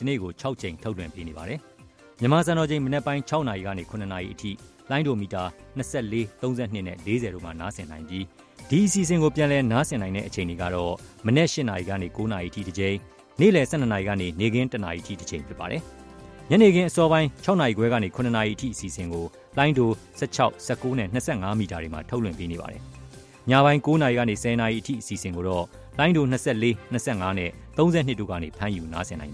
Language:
Burmese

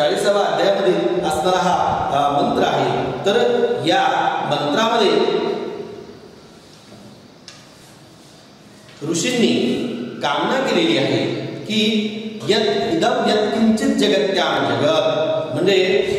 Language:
Marathi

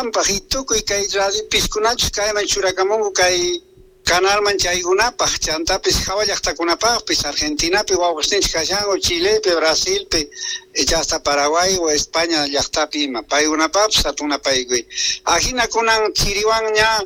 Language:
Quechua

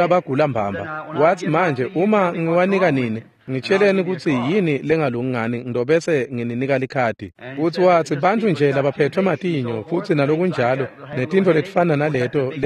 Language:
Swati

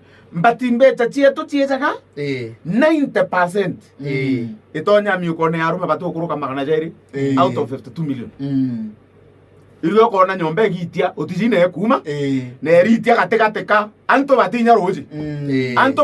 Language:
Meru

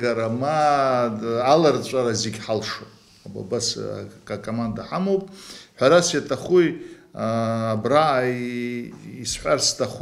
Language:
Abkhazian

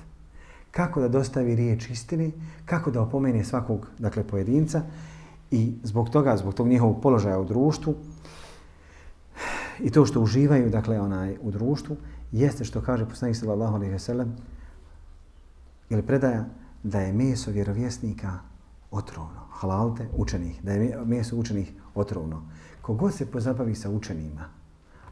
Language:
Bosnian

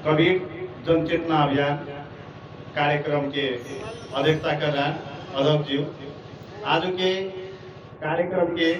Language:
Magahi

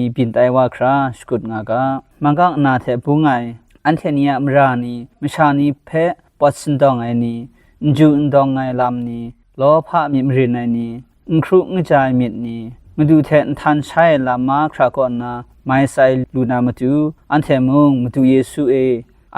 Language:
Kachin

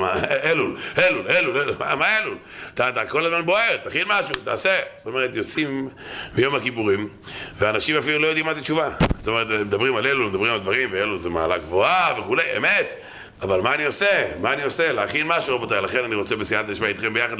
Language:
Hebrew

